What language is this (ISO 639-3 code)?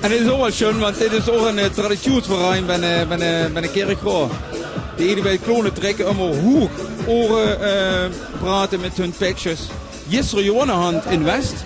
lim